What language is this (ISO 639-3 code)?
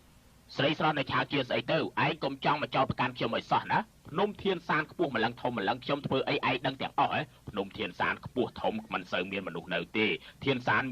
khm